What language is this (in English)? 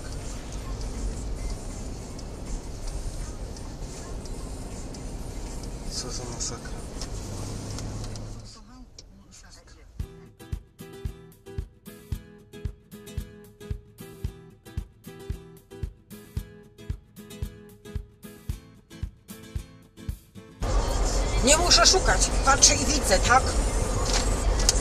Polish